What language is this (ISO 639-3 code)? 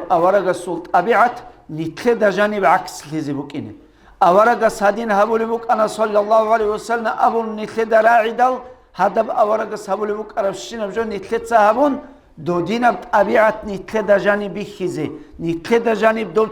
ava